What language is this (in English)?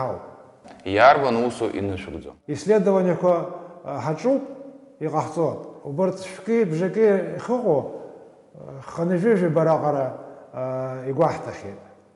Abkhazian